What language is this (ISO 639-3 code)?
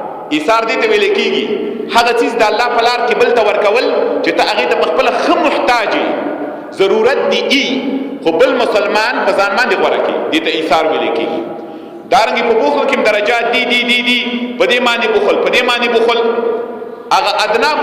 pus